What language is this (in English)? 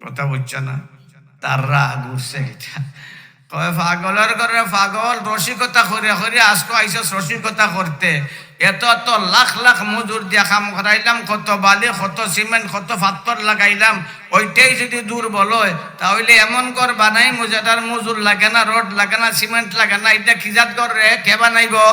Sylheti